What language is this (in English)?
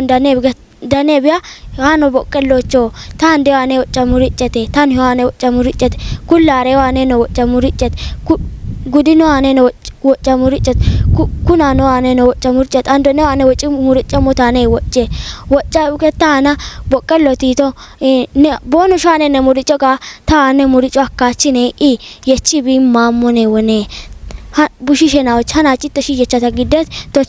Kafa